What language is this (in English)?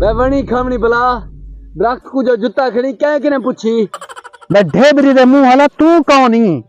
Saraiki